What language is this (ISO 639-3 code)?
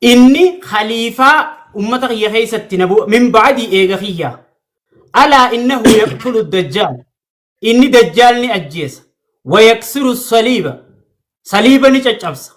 orm